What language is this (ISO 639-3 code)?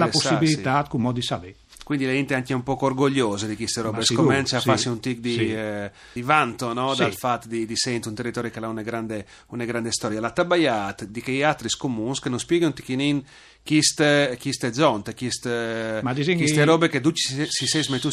fur